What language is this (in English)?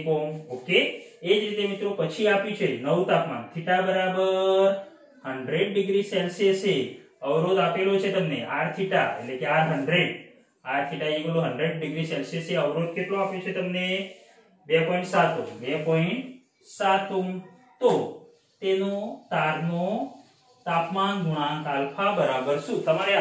Gujarati